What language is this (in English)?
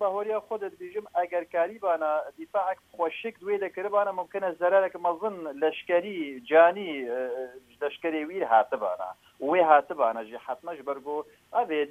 Kurdish